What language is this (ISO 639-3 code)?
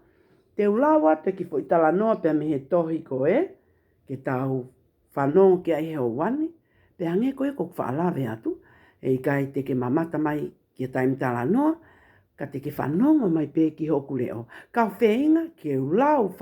ton